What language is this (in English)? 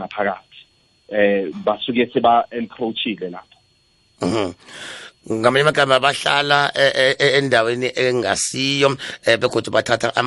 South Ndebele